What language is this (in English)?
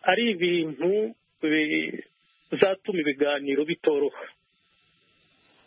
Kinyarwanda